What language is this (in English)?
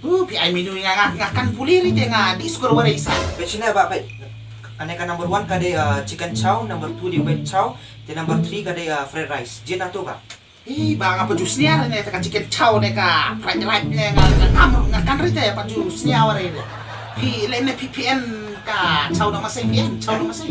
Khasi